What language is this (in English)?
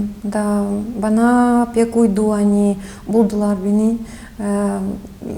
Gagauz